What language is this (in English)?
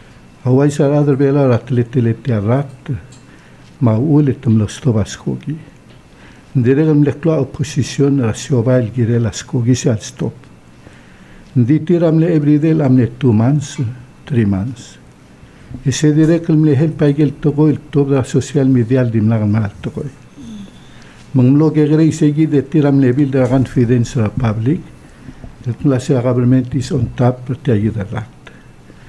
Palauan